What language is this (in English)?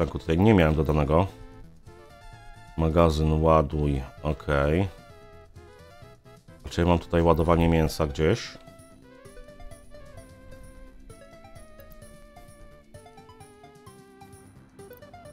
Polish